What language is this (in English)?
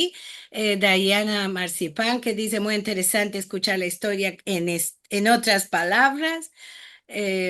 Ladino